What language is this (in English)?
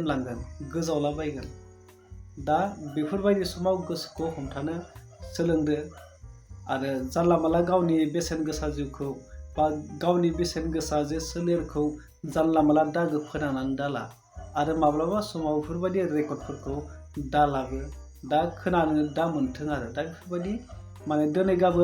Bodo